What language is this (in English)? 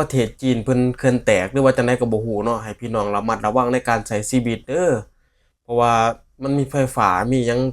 Lao